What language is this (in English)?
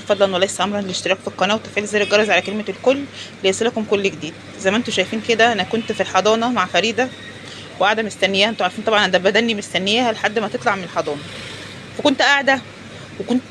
Egyptian Arabic